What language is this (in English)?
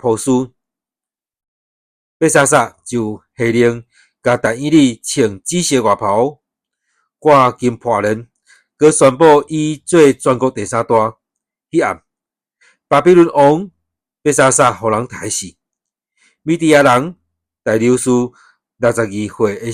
Min Nan Chinese